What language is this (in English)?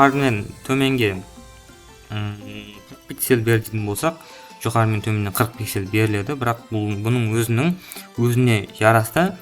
Kara-Kalpak